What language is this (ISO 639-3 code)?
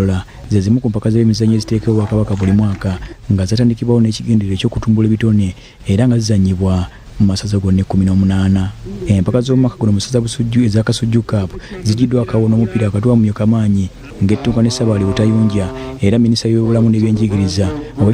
lug